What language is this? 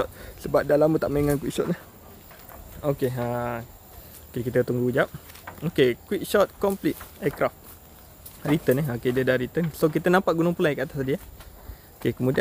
Malay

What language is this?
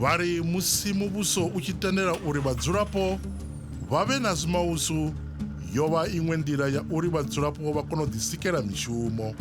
Venda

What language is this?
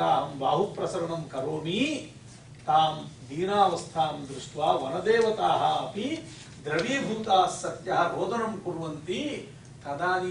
Sanskrit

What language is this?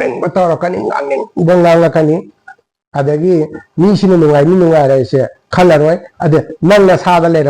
Manipuri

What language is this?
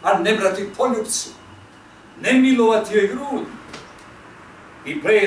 Croatian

